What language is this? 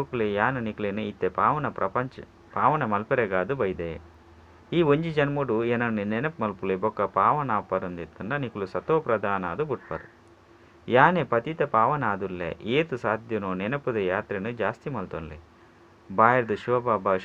Tulu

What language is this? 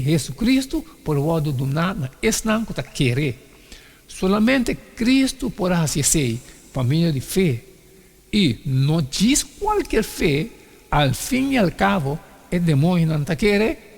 Papiamento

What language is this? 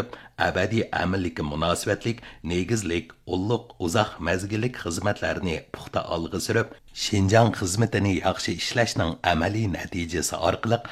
Uyghur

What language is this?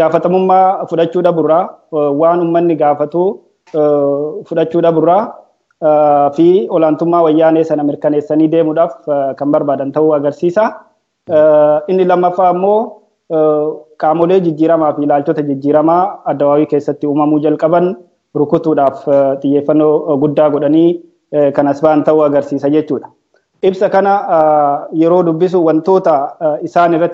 Oromo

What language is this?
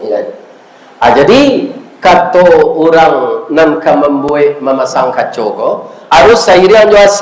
Minangkabau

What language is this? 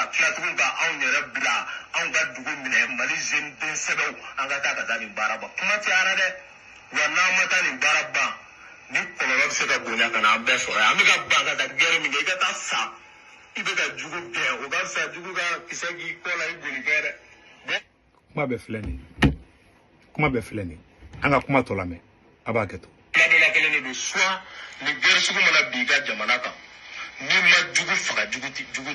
Bambara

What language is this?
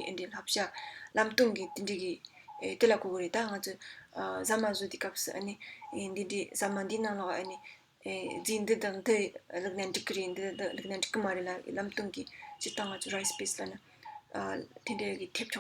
Tibetan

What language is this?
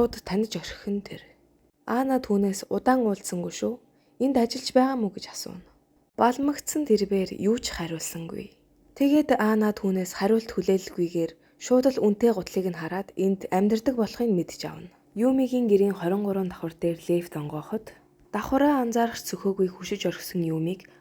Mongolian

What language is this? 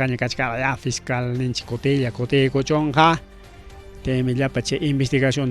Ayacucho Quechua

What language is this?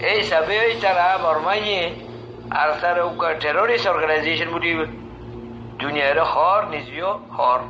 Rohingya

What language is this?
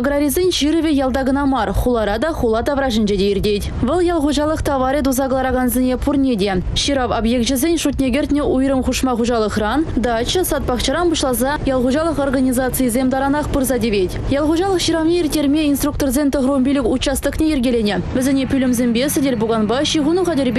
Chuvash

